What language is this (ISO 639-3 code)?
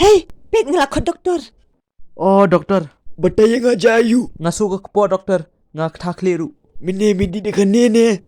kha